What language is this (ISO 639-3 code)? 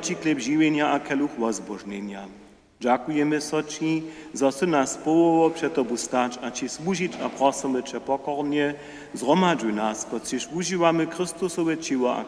hsb